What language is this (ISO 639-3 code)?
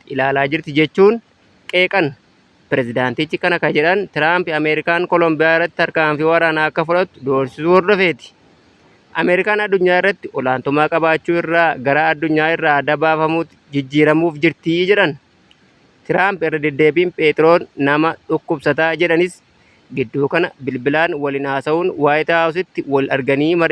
orm